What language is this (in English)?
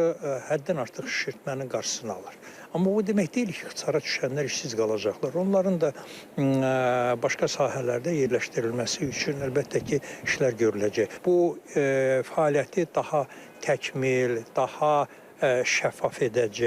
Azerbaijani